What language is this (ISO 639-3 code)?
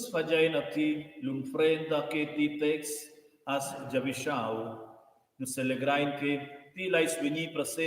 roh